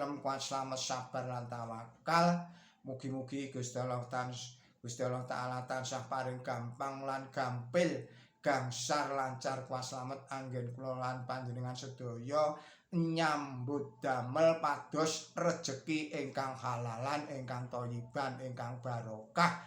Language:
Javanese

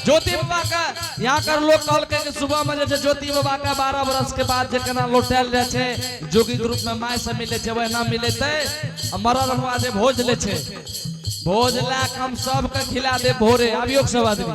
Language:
Angika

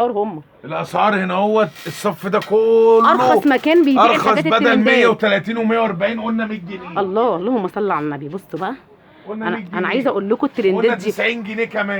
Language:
Egyptian Arabic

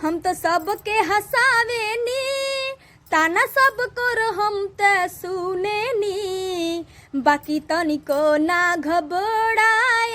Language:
Bhojpuri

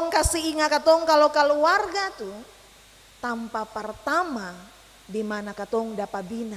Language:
Ambonese Malay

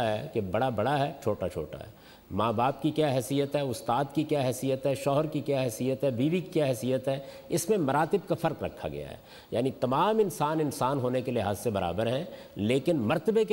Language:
Urdu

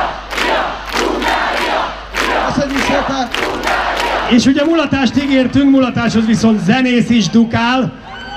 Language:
Hungarian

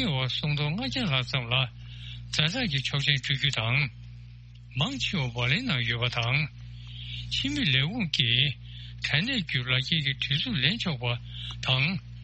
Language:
Tibetan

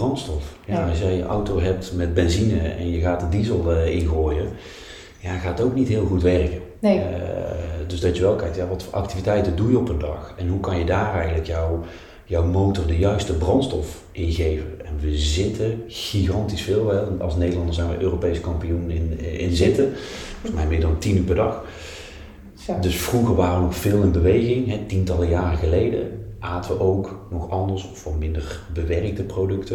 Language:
Dutch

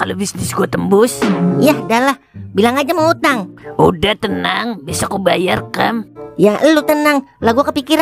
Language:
Betawi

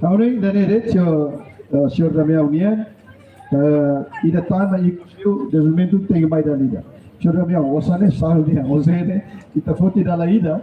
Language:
Tetum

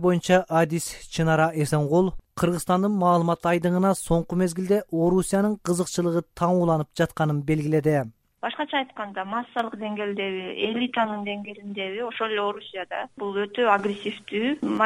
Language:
Kyrgyz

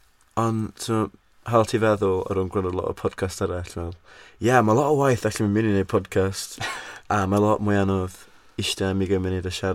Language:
Welsh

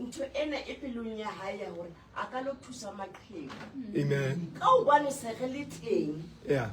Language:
Southern Sotho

